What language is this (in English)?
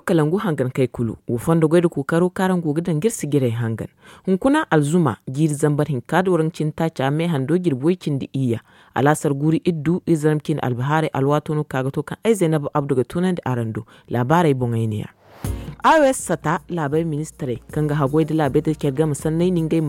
Zarma